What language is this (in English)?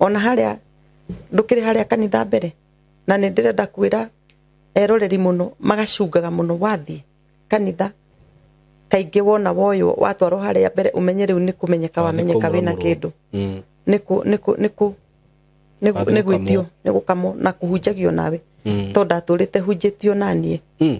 Kikuyu